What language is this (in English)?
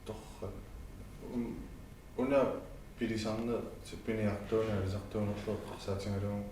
Kalaallisut